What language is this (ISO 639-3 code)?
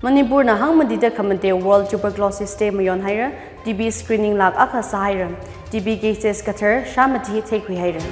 nmf